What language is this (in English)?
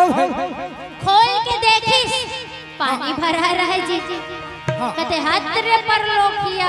Chhattisgarhi